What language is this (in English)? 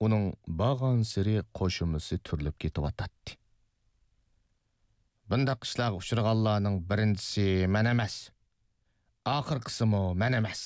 Uyghur